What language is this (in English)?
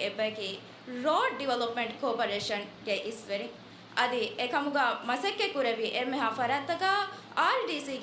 Divehi